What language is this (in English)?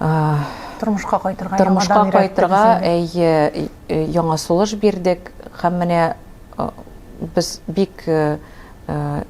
Tatar